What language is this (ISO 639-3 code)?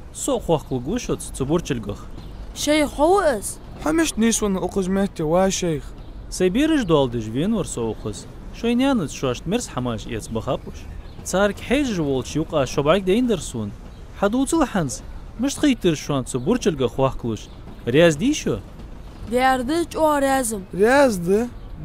inh